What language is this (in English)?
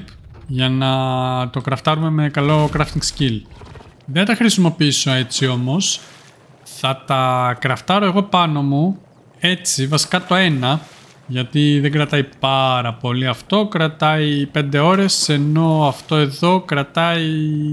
Greek